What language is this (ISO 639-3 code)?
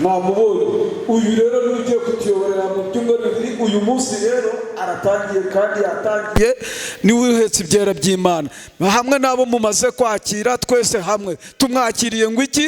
kin